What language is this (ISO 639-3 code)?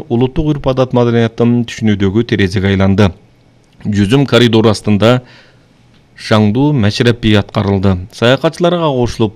kir